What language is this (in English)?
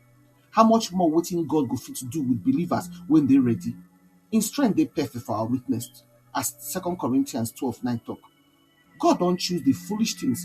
Nigerian Pidgin